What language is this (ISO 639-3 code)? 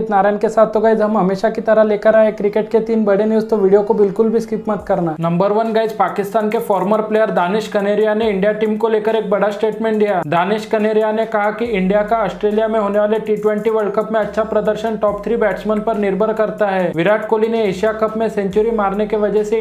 hin